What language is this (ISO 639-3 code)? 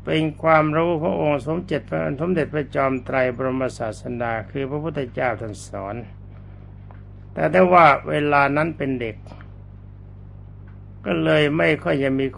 tha